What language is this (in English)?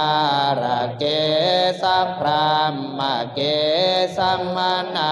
Pali